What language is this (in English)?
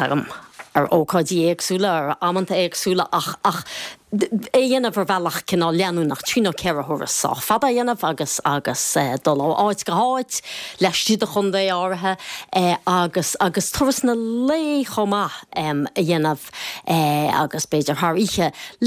Irish